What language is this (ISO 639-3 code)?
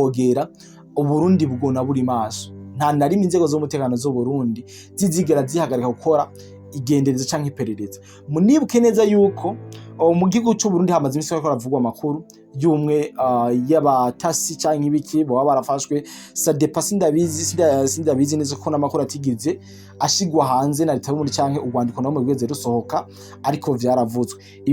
run